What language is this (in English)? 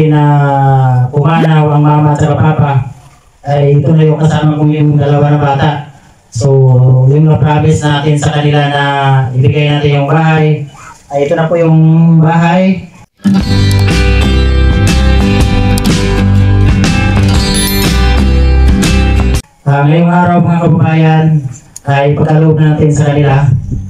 Filipino